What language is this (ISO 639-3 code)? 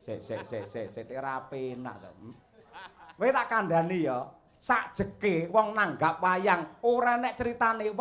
jav